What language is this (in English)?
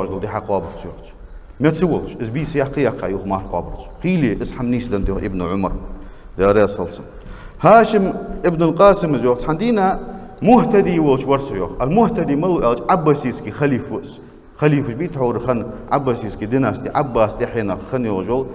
Ingush